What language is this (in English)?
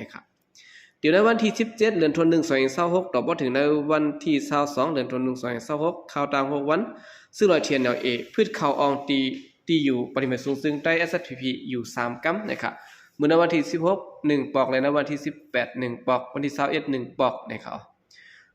Shan